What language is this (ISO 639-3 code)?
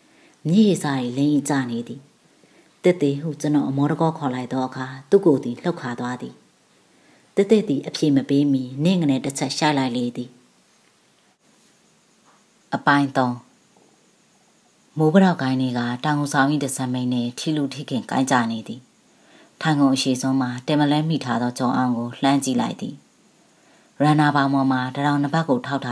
mya